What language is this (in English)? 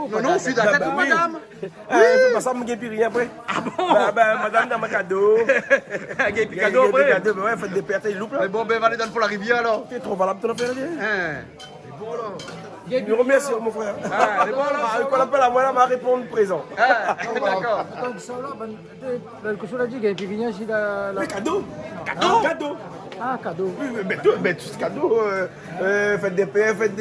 Réunion Creole French